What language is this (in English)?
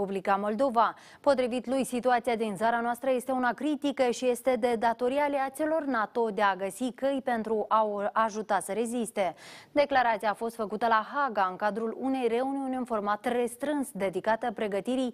Romanian